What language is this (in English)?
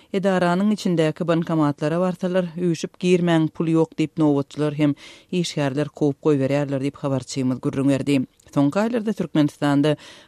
Turkmen